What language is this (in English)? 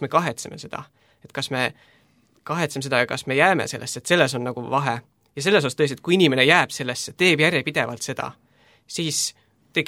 Estonian